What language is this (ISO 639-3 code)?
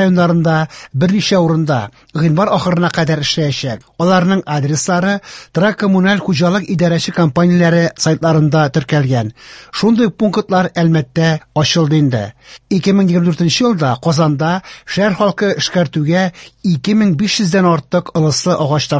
tat